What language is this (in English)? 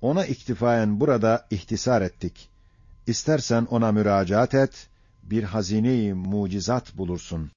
Ottoman Turkish